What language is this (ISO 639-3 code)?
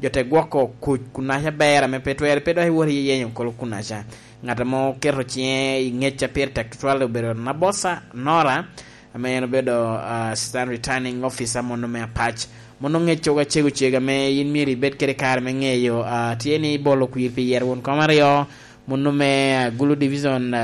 laj